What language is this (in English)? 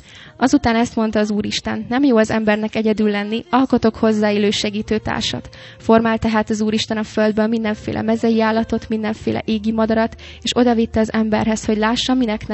Hungarian